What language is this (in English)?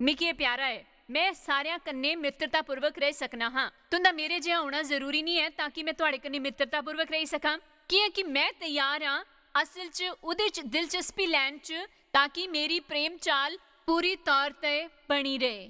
Dogri